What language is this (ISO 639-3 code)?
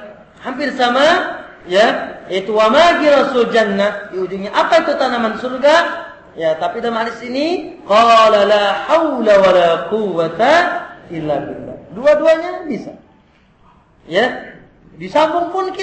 ind